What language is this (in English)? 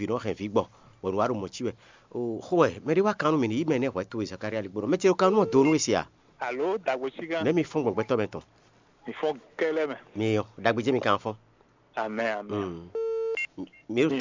Fon